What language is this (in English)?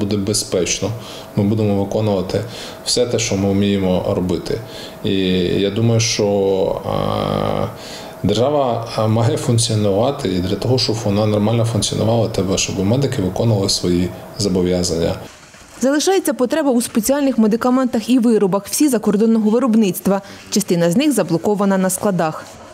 Ukrainian